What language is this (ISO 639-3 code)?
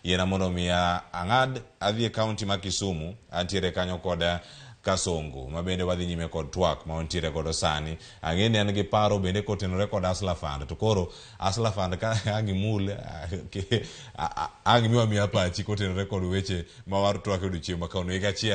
luo